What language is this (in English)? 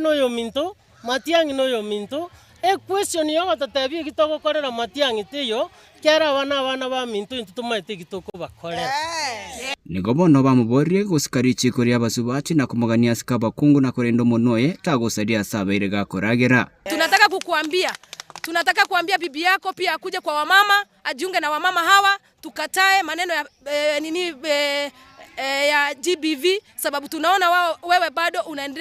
Gusii